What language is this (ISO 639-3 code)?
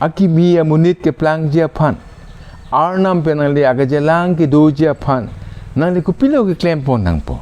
mjw